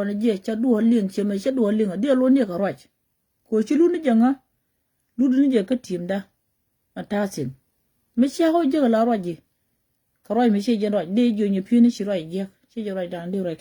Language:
Nuer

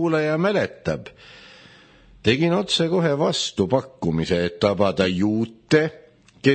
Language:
Estonian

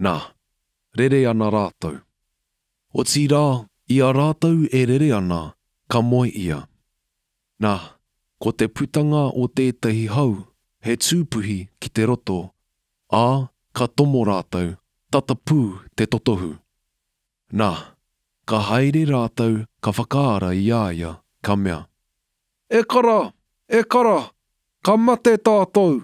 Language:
Māori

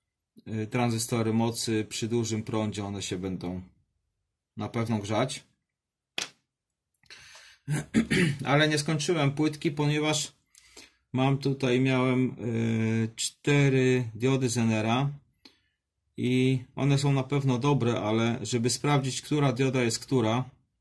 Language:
Polish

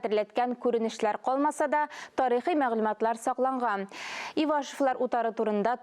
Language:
Tatar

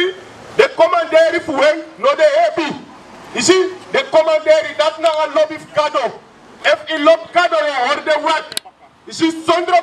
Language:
Sranan Tongo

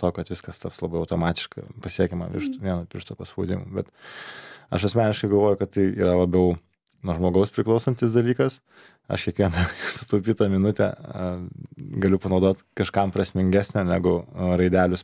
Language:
Lithuanian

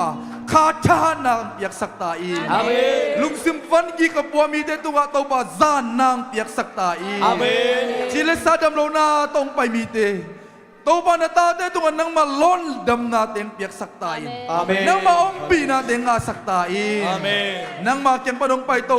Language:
Tedim Chin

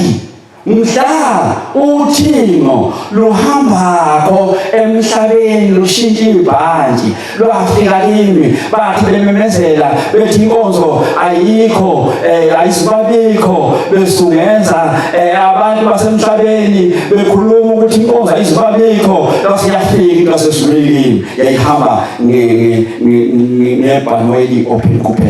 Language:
Zulu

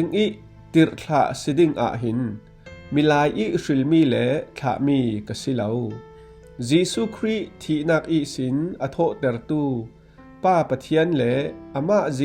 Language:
Falam Chin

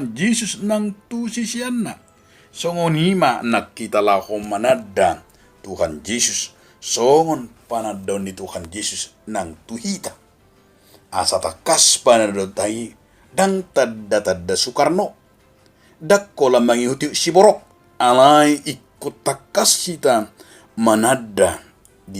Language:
Batak Toba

